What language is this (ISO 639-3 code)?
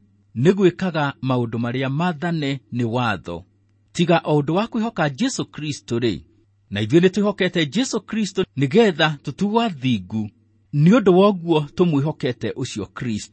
kik